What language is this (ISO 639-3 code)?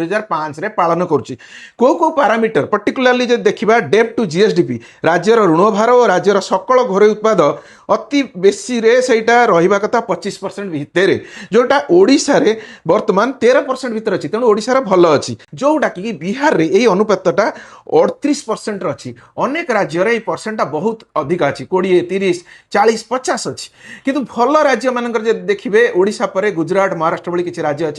ori